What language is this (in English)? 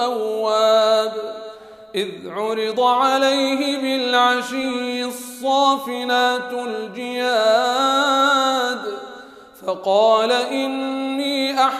Arabic